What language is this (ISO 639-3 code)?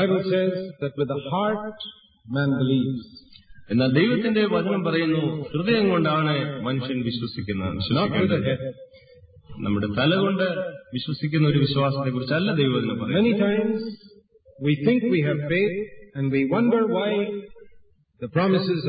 mal